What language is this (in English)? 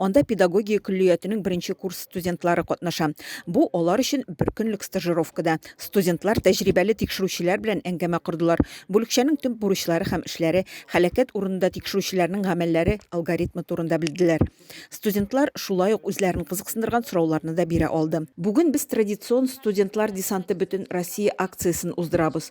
Tatar